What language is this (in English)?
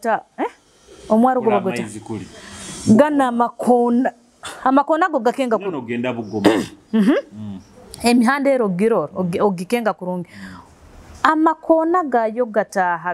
Nyoro